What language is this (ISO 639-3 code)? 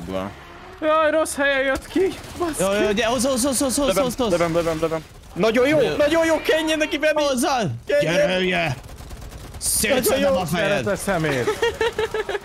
hun